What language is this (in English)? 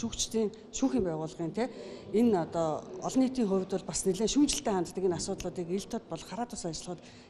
Mongolian